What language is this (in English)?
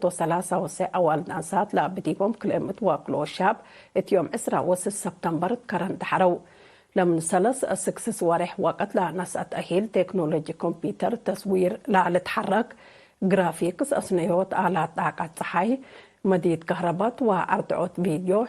Tigre